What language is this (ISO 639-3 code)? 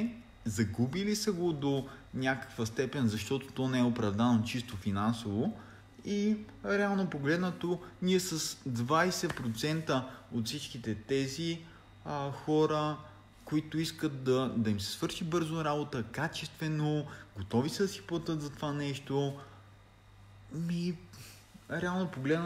bul